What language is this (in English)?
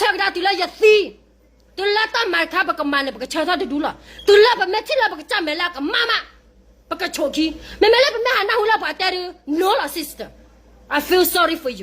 S'gaw Karen